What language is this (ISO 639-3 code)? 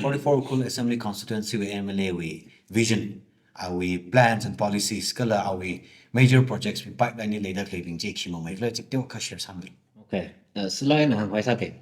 nmf